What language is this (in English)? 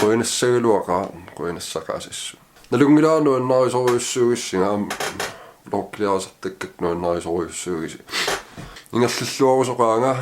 Kalaallisut